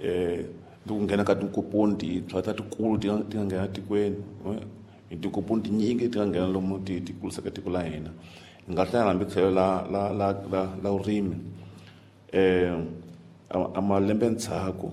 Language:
Tsonga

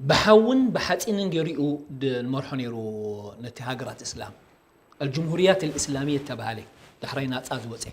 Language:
Tigrinya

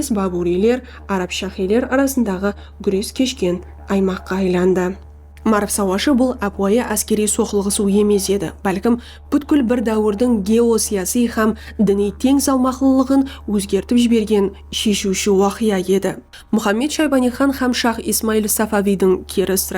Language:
Kara-Kalpak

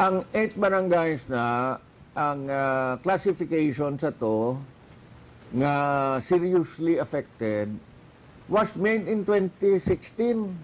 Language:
Hiligaynon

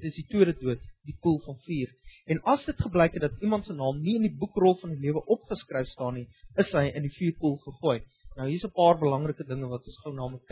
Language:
Afrikaans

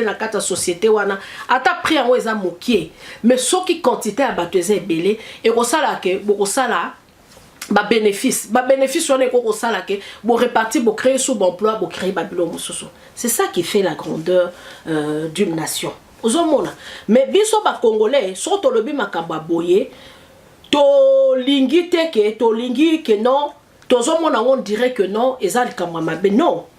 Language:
Lingala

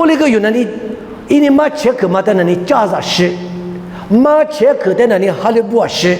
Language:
Lisu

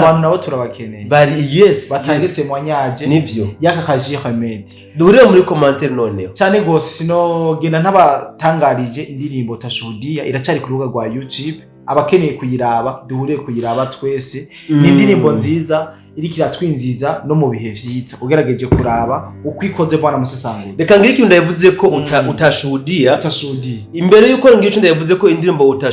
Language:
Rundi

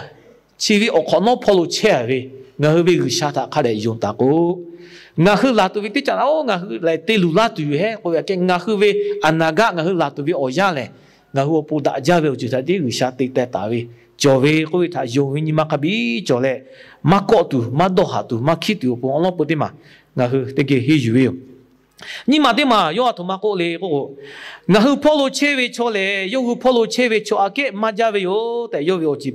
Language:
Lahu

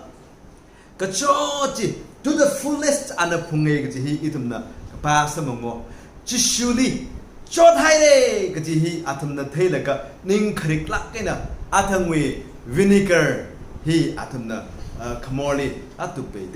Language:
Tangkhul Naga (India)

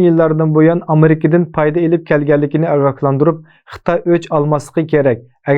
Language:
Uyghur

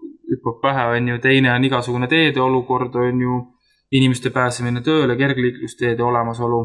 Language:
Estonian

